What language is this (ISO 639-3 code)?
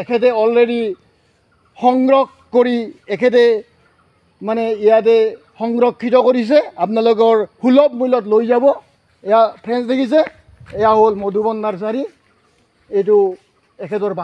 asm